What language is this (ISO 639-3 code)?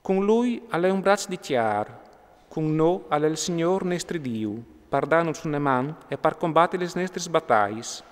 fur